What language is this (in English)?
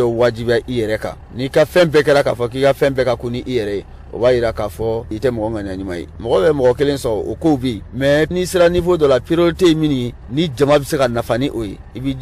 Bambara